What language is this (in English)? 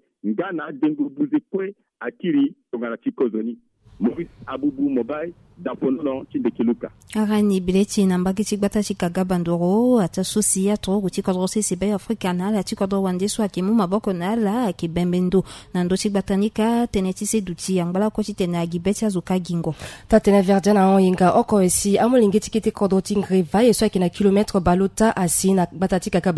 Sango